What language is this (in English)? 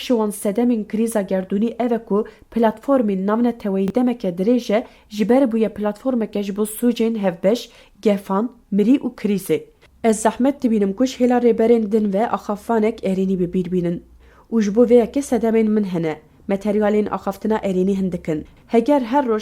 Kurdish